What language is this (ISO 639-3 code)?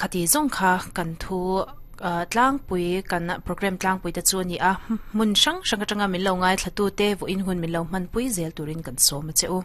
lus